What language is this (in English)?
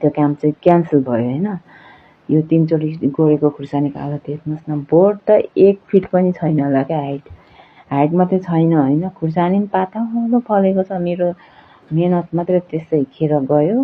Nepali